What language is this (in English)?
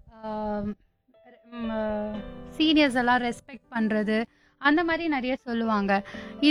Tamil